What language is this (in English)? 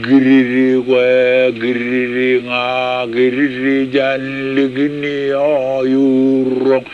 Marshallese